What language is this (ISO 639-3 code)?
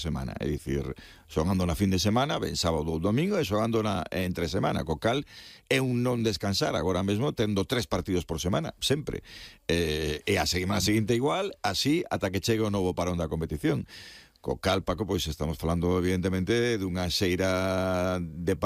glg